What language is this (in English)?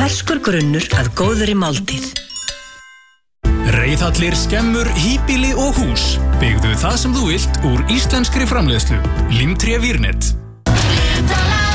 Icelandic